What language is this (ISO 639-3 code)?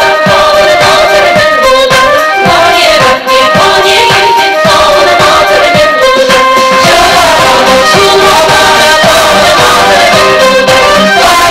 chv